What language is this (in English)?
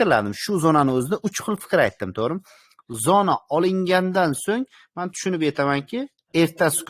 Uzbek